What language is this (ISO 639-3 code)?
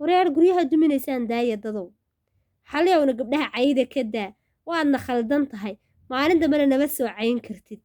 som